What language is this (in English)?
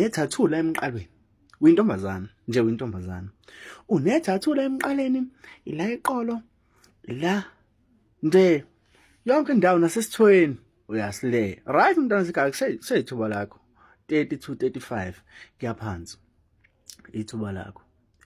Zulu